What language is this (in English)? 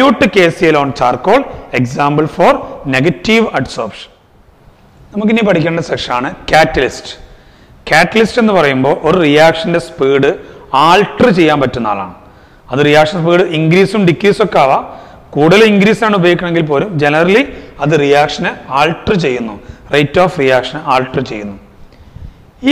Malayalam